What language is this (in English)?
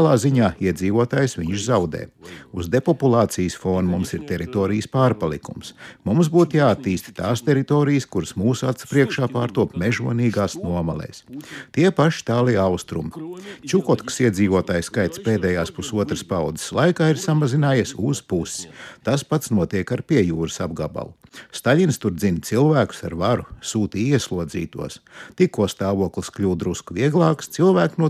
Latvian